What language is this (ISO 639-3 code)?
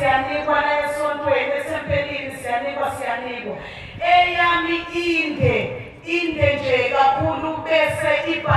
zul